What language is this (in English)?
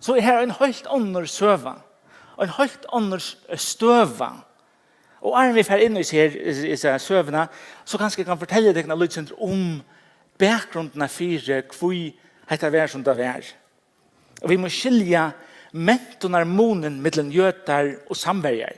Faroese